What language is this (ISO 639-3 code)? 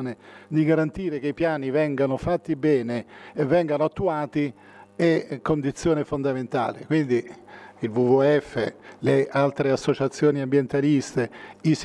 ita